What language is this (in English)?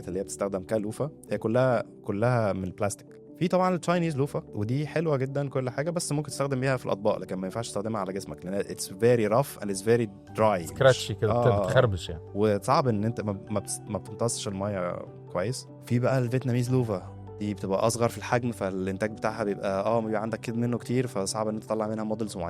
Egyptian Arabic